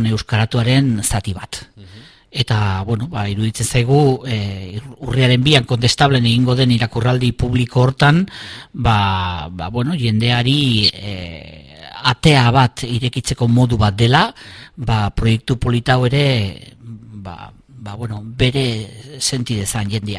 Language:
Basque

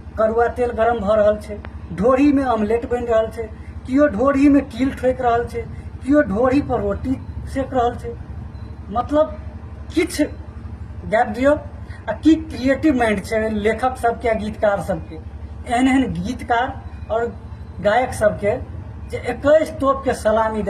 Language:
Maithili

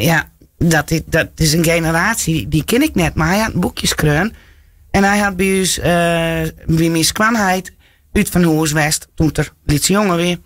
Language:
Western Frisian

